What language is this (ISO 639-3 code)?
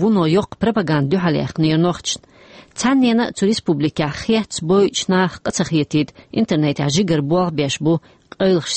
che